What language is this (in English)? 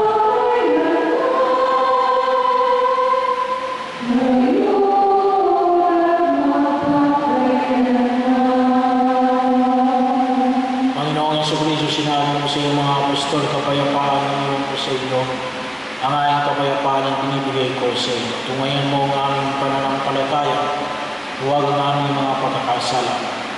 Filipino